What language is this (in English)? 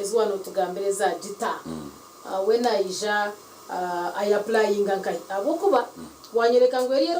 Nyankole